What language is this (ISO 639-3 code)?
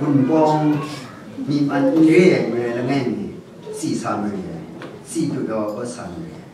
kac